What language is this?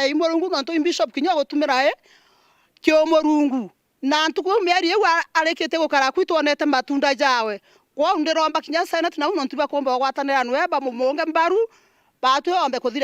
Meru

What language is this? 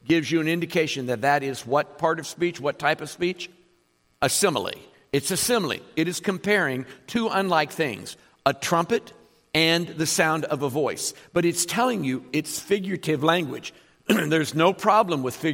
English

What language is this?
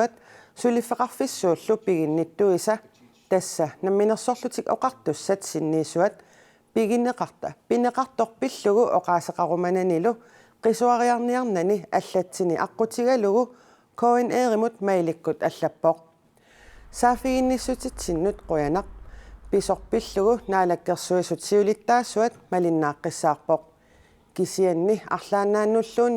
Kalaallisut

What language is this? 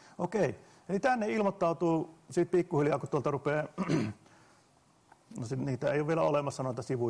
Finnish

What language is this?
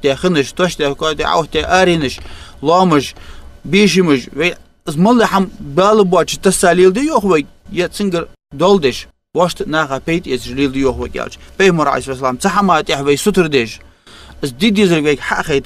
Ingush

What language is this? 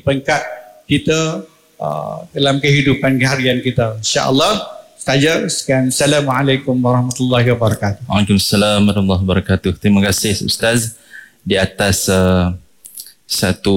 Malay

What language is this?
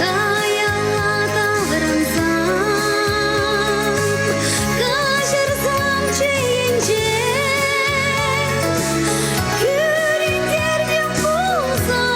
Chuvash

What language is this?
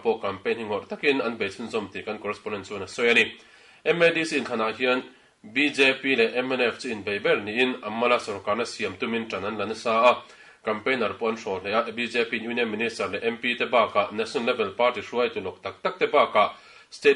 Mizo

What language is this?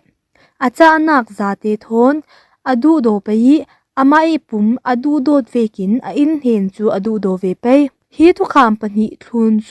Falam Chin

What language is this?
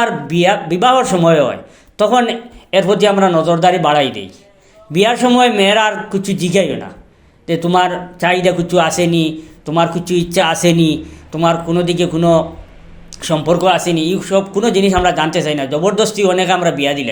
Sylheti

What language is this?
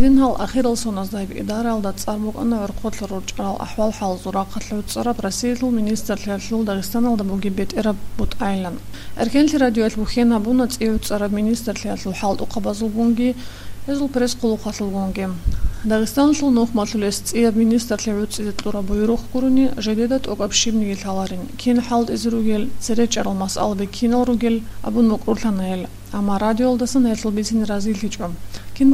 Avaric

